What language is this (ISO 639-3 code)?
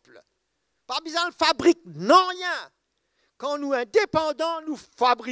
mfe